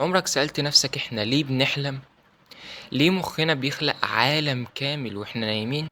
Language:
Egyptian Arabic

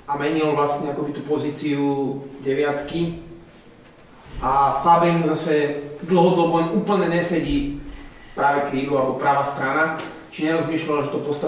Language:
Slovak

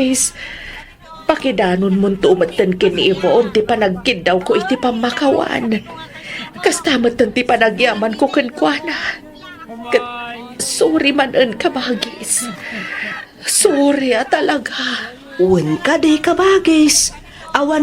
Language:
Iloko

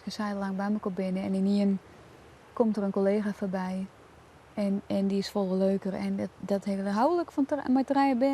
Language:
Western Frisian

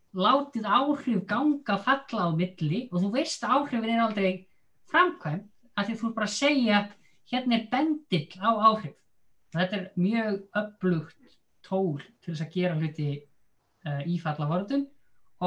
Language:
Icelandic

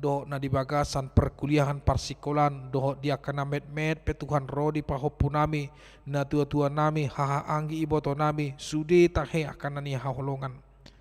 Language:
Batak Toba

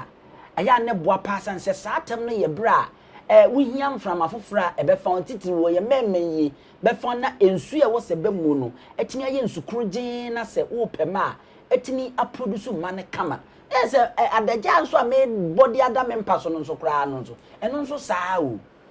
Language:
Akan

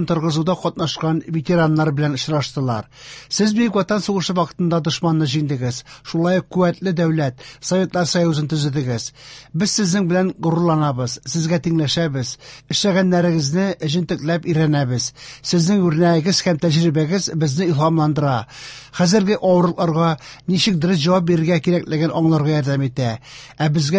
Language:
Tatar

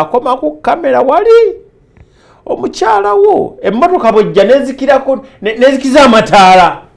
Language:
Ganda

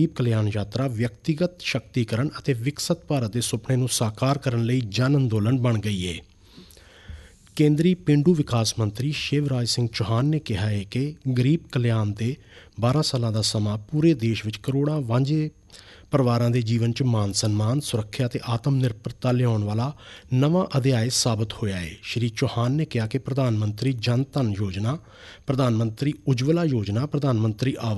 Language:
Punjabi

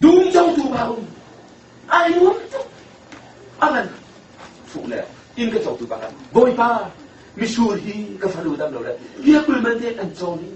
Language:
Hakha Chin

